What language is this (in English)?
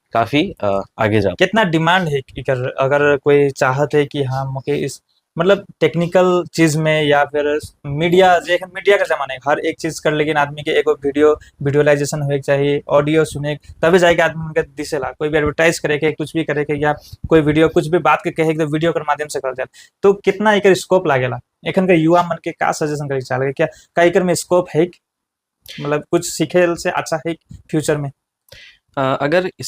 Sadri